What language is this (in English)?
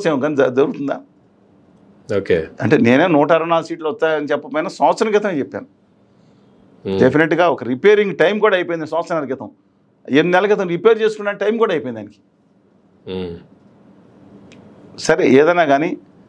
Telugu